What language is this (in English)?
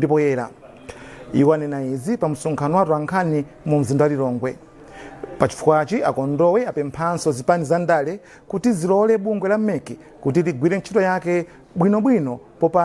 Nyanja